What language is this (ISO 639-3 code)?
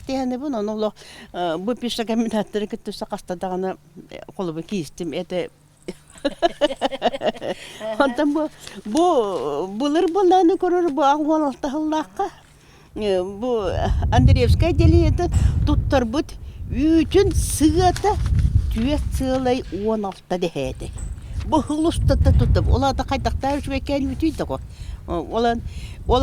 sah